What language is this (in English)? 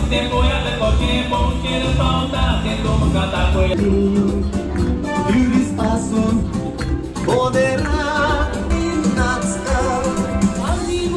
Konkani